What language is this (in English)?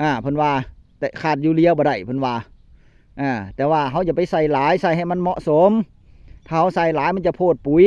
Northeastern Thai